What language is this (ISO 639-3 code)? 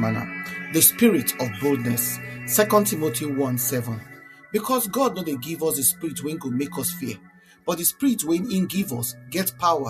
pcm